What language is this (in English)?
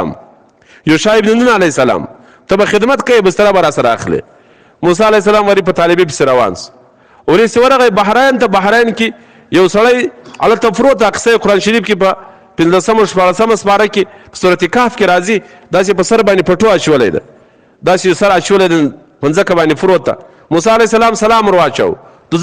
Pashto